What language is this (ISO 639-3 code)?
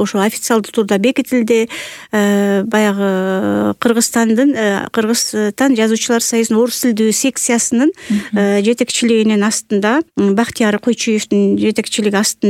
kir